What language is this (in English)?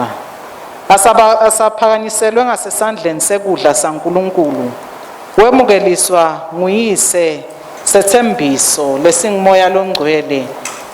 Swati